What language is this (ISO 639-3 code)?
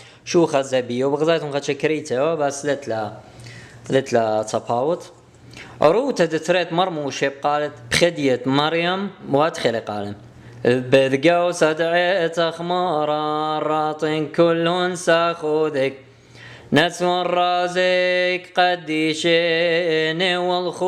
aii